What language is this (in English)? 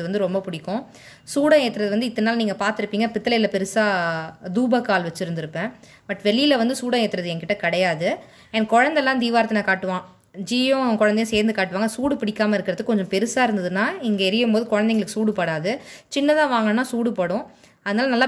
Tamil